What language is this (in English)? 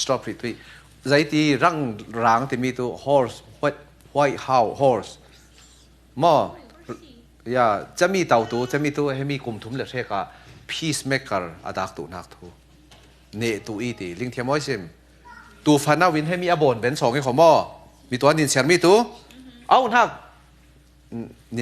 Falam Chin